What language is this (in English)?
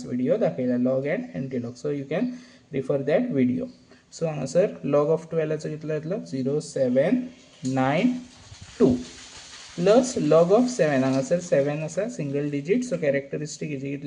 Konkani